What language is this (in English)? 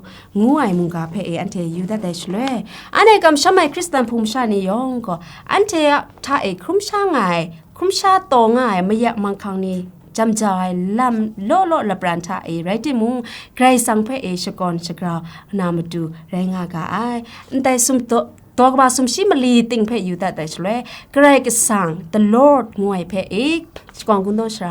Kachin